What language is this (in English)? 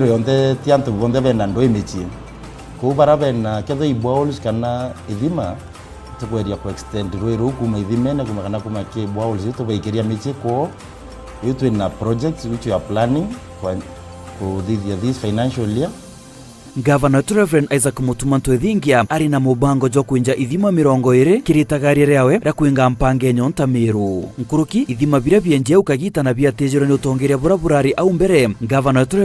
Meru